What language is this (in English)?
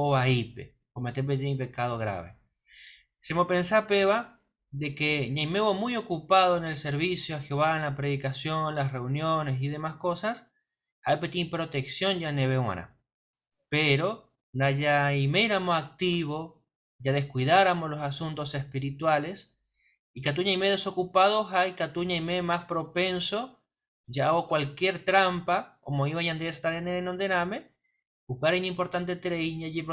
Guarani